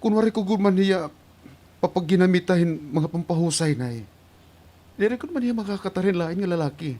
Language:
Waray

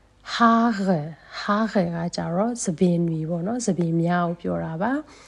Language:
Burmese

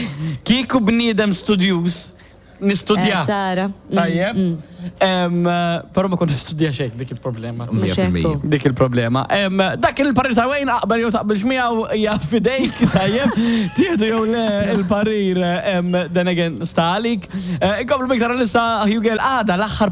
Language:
Maltese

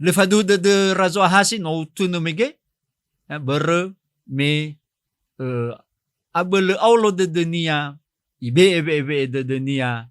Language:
Nias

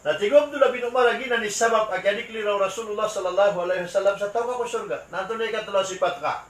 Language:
Maranao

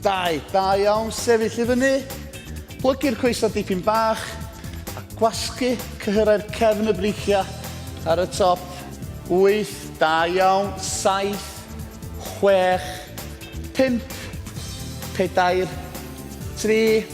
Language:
Welsh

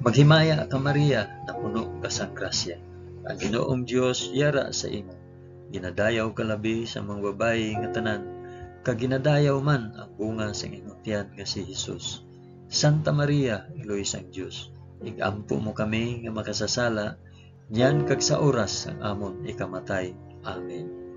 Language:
Hiligaynon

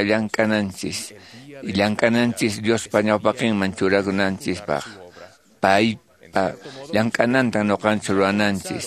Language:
Quechua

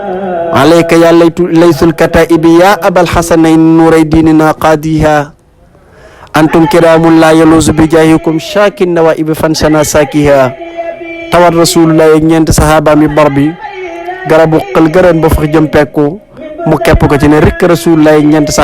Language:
Wolof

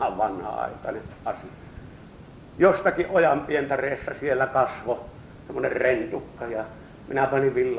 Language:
Finnish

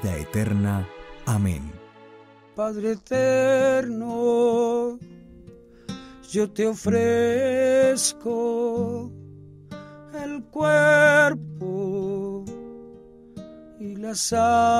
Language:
Spanish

